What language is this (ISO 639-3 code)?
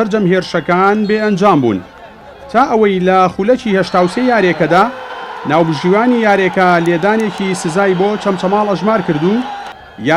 ckb